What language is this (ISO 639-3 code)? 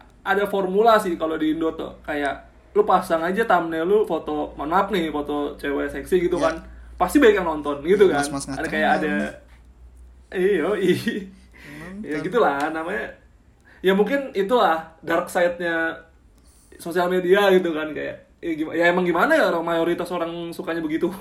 ind